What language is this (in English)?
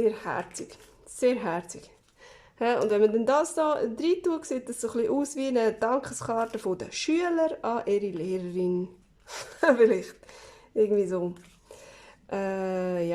Swiss German